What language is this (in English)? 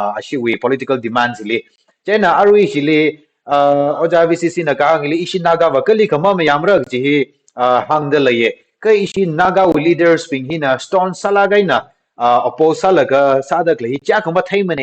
Tangkhul Naga (India)